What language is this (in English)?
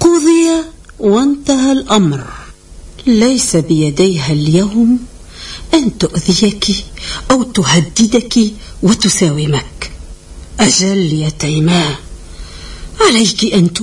Tunisian Arabic